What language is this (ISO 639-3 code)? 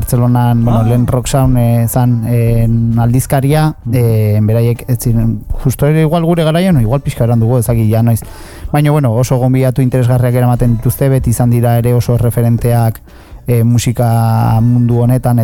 eus